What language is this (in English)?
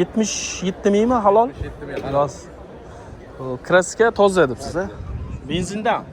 Uzbek